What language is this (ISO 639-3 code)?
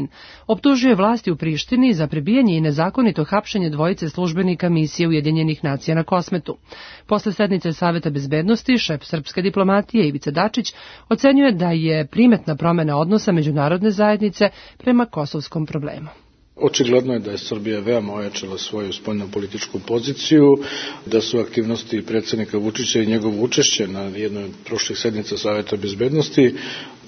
srp